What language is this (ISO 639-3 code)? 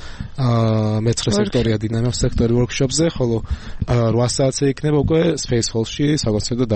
kat